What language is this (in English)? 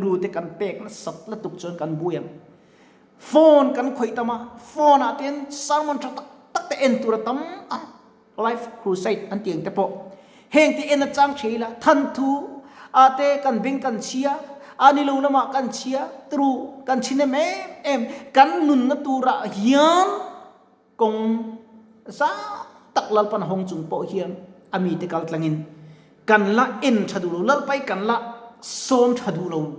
Mizo